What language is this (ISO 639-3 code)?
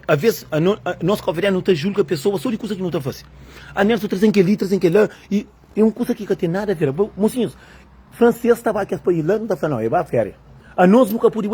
kea